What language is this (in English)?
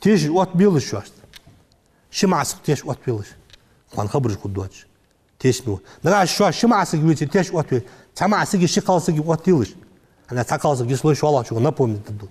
Ingush